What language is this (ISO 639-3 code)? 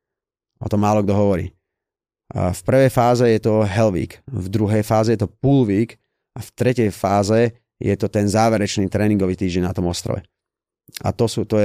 slk